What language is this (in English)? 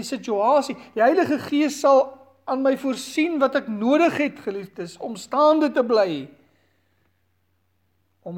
Afrikaans